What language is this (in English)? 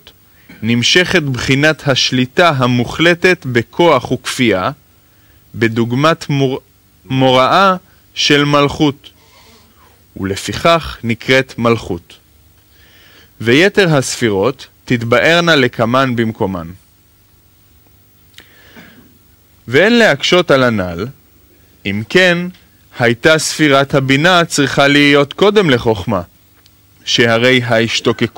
Hebrew